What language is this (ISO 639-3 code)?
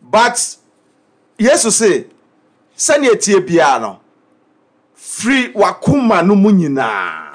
aka